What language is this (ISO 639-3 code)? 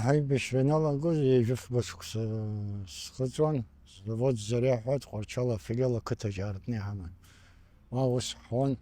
abk